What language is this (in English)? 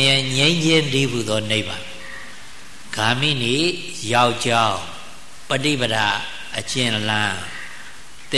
Burmese